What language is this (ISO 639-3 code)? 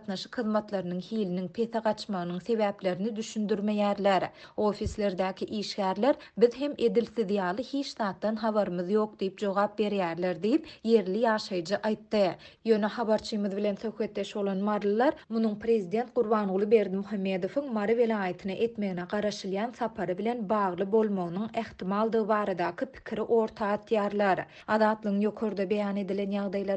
tuk